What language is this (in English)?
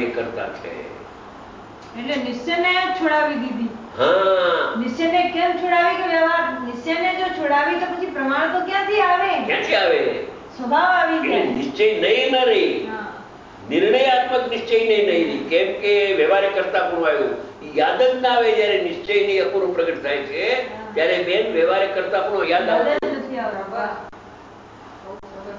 Gujarati